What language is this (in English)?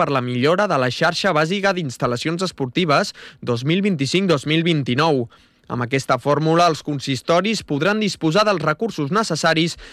Catalan